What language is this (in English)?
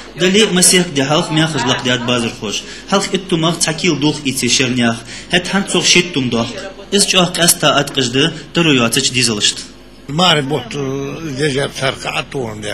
Ingush